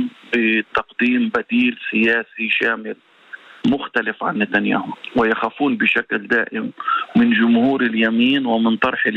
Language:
Arabic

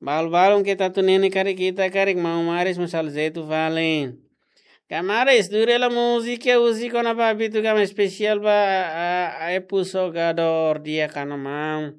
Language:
Tetum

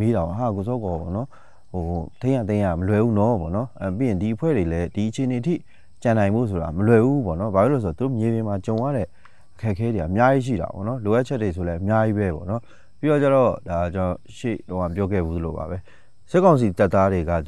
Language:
Burmese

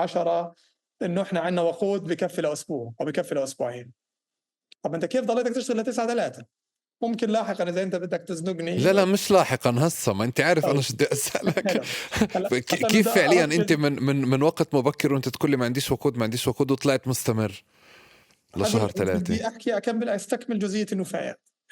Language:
North Levantine Arabic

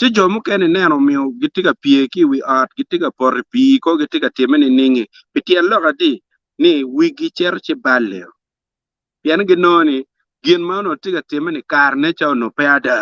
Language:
Acoli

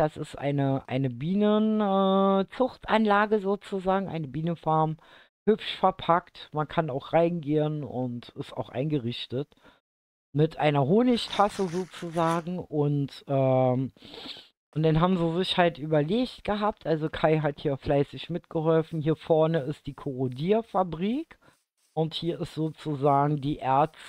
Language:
German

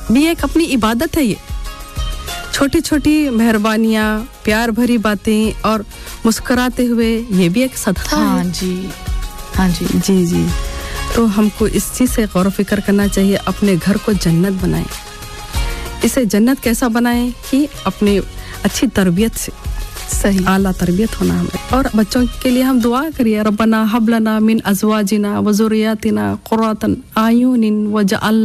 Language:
Urdu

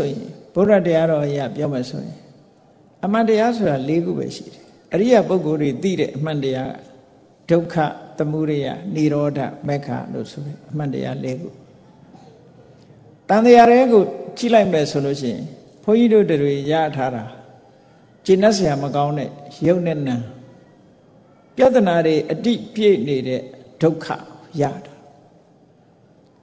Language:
Burmese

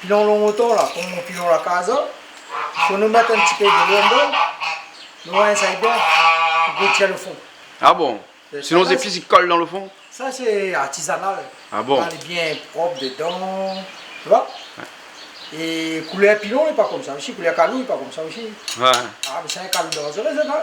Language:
Réunion Creole French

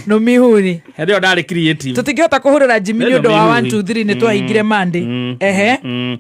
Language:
Kikuyu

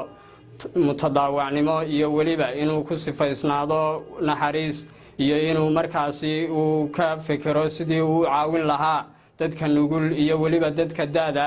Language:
Somali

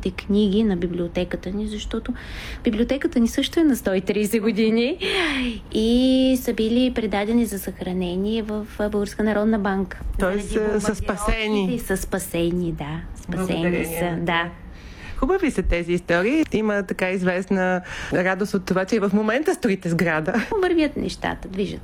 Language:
Bulgarian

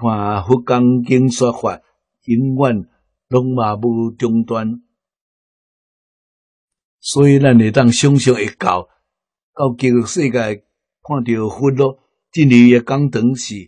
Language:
Min Nan Chinese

